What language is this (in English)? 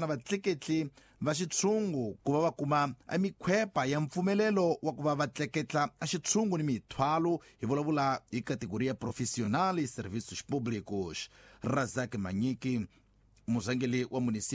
Tsonga